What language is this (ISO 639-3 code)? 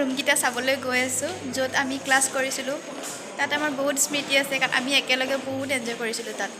asm